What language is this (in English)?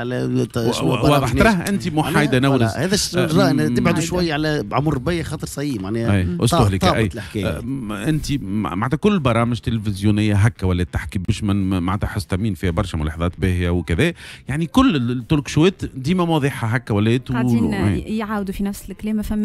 Tunisian Arabic